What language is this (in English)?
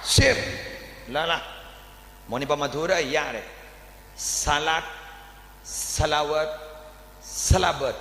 Madurese